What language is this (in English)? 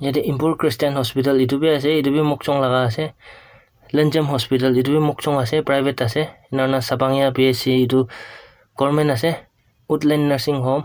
Naga Pidgin